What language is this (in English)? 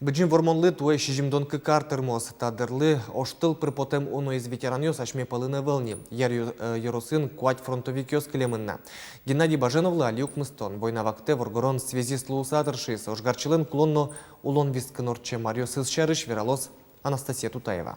Udmurt